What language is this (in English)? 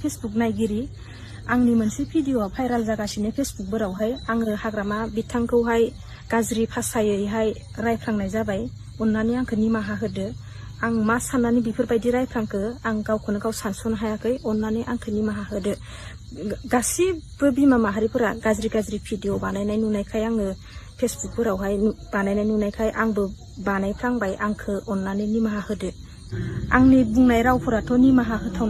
Bodo